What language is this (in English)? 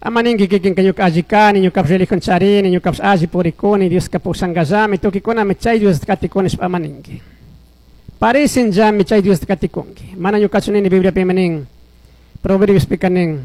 Chimborazo Highland Quichua